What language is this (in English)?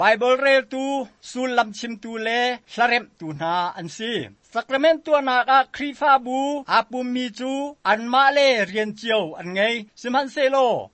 Hakha Chin